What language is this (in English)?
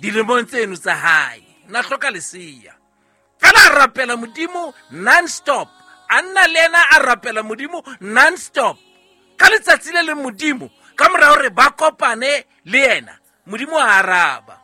Southern Sotho